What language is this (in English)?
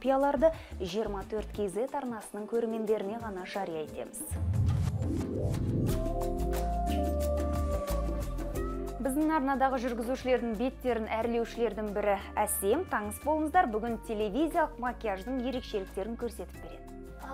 Kazakh